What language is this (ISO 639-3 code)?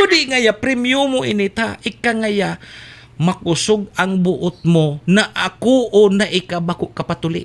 bik